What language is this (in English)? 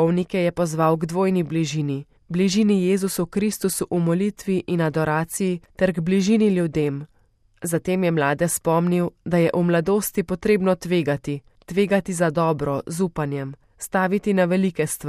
Slovenian